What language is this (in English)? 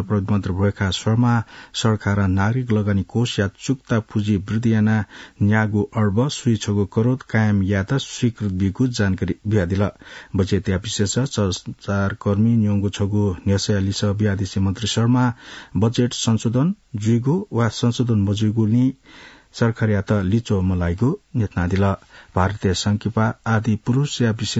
Newari